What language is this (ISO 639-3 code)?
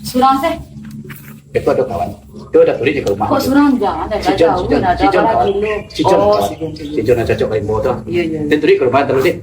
min